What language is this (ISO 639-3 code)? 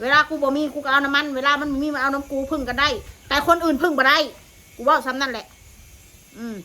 tts